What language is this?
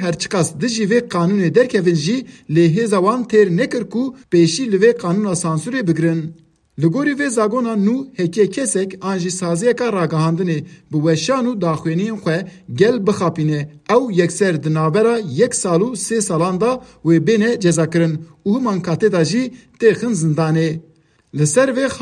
Kurdish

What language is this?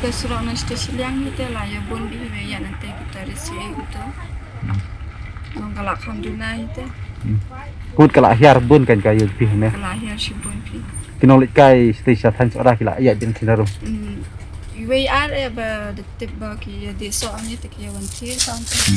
Khasi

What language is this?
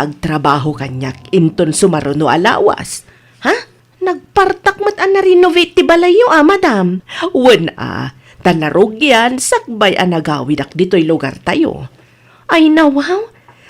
Iloko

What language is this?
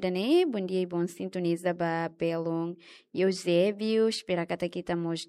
Tetum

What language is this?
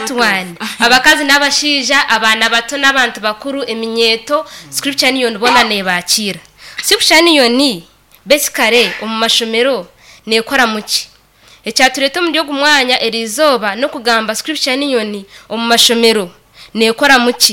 Nyankole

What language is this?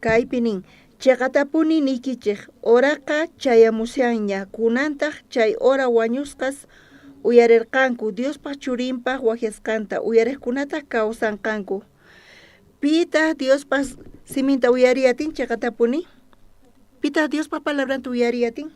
South Bolivian Quechua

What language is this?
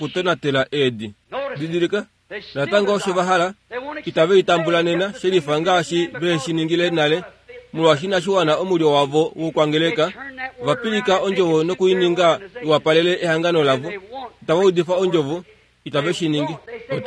Kuanyama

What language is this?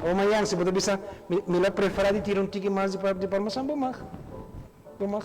Papiamento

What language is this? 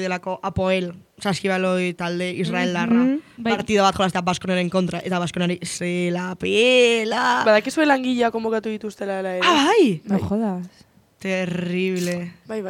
Basque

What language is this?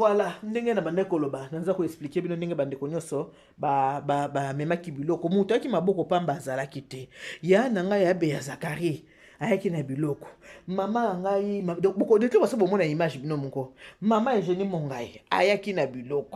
Lingala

